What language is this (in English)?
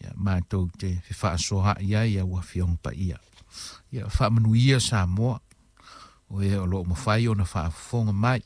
Samoan